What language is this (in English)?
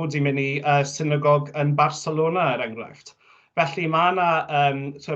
Welsh